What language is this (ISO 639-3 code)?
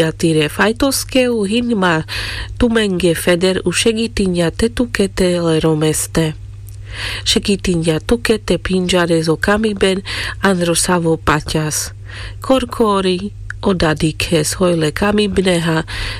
rmc